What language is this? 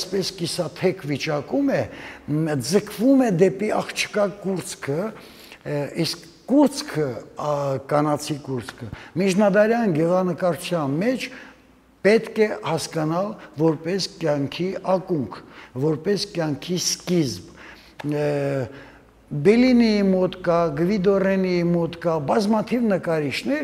Armenian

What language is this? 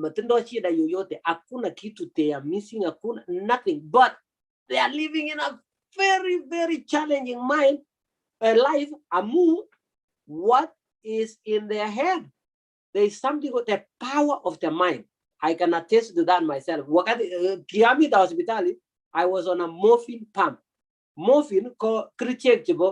Kalenjin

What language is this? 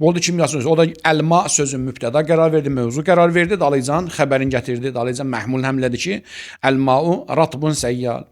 Azerbaijani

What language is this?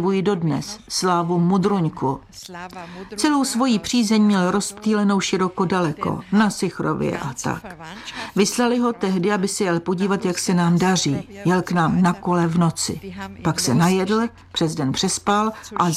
Czech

